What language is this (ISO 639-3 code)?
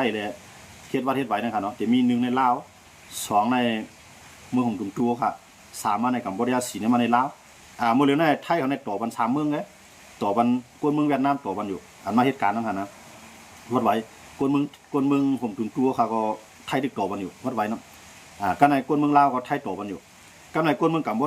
shn